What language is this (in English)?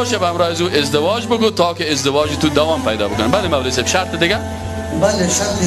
Persian